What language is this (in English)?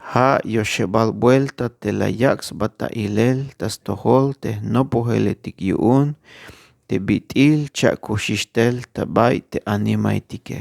Tzeltal